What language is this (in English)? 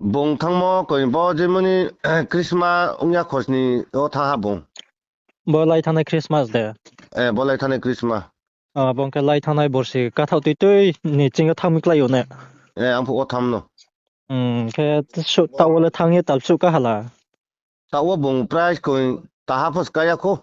Riang (India)